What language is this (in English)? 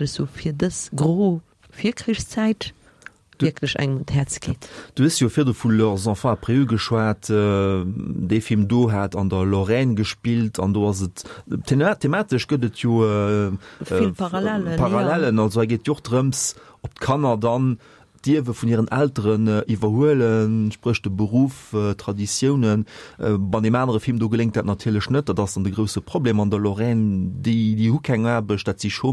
Luxembourgish